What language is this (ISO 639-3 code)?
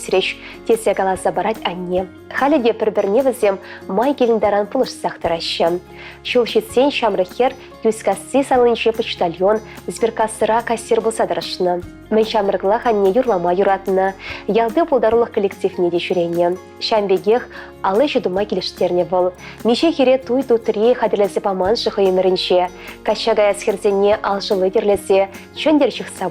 chv